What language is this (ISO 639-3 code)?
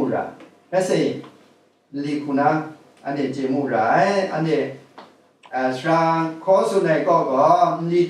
kac